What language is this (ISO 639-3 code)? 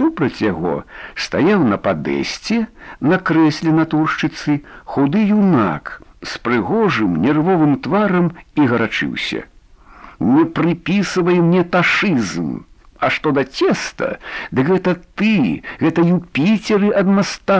bel